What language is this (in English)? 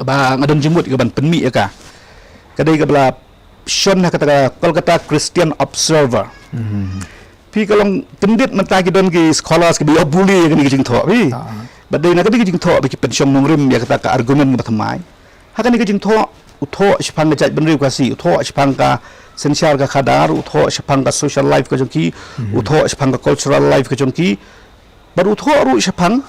Khasi